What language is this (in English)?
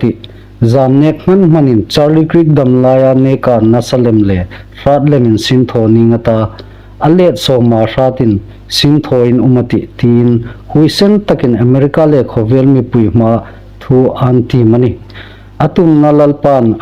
Hmar